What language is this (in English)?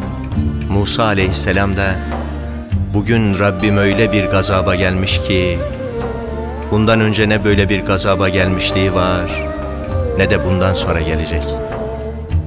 Turkish